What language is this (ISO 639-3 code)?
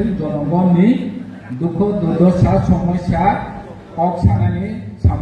trp